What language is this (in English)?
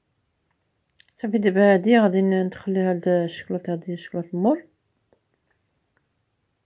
Moroccan Arabic